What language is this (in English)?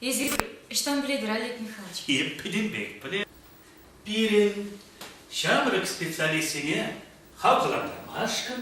Chuvash